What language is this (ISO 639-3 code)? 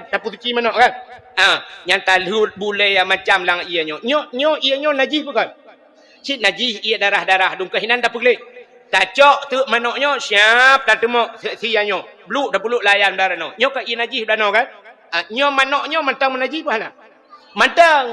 ace